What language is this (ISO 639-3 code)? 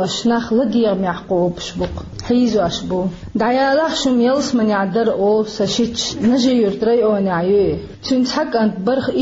che